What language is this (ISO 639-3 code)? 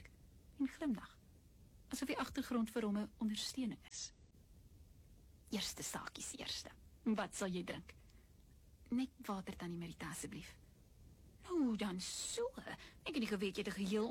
afr